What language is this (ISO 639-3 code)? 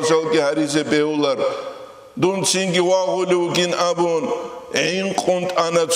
ava